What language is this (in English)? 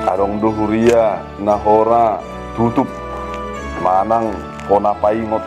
Batak Toba